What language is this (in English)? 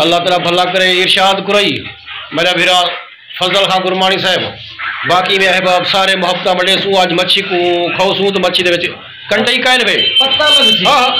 Saraiki